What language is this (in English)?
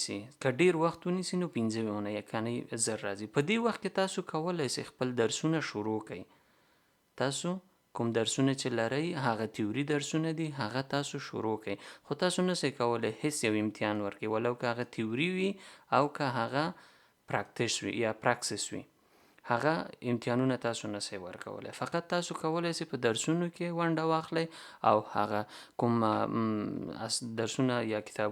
Pashto